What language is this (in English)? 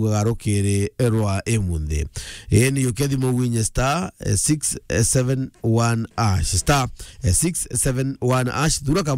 Meru